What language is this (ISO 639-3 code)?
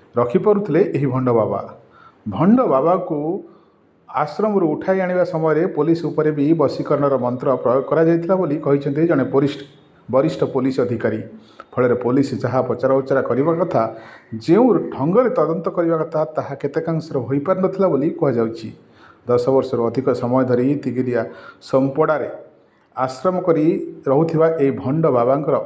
ori